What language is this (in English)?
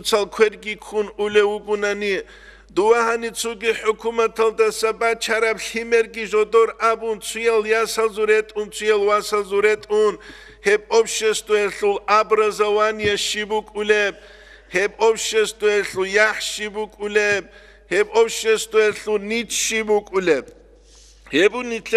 Avaric